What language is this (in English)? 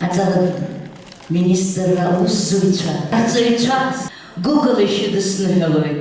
Abkhazian